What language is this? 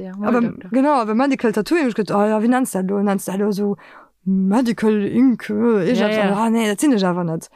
Luxembourgish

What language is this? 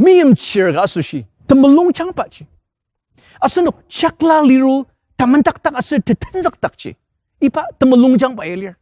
Ao Naga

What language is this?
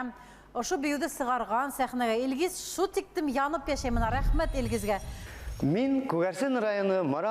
Bashkir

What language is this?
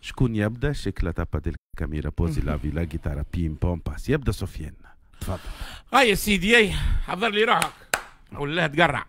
Tunisian Arabic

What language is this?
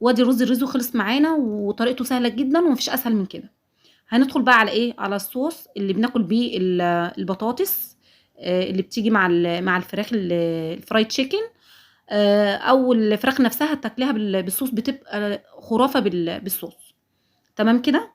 Egyptian Arabic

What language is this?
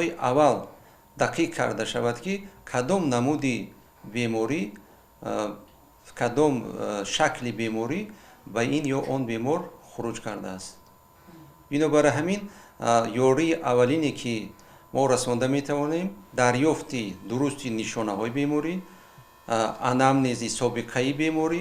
Tajik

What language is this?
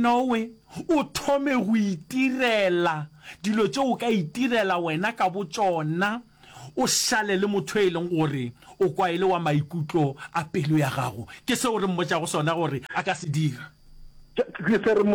Northern Sotho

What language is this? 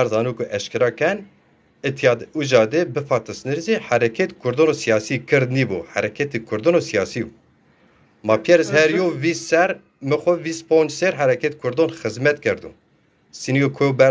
Zaza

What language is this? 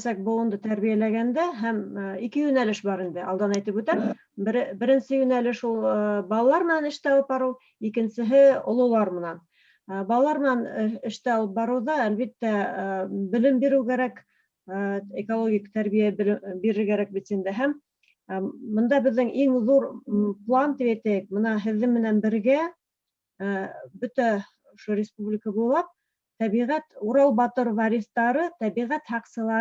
Bashkir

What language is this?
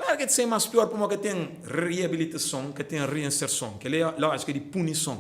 Kabuverdianu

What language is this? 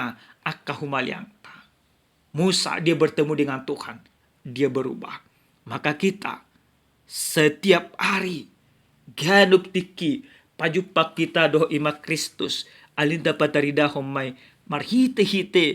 Batak Toba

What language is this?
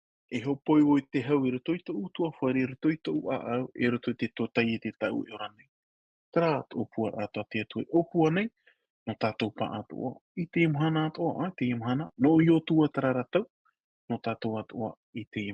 Tahitian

